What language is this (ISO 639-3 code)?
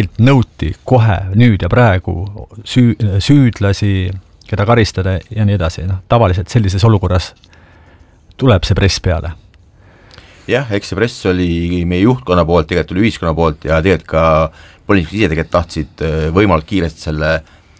est